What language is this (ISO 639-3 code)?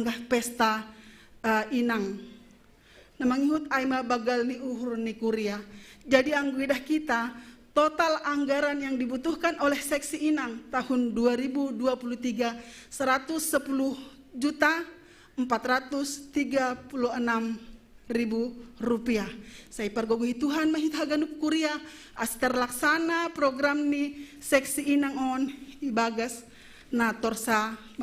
bts